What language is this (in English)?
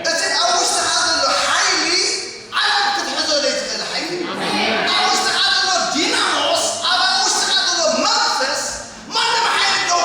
Tigrinya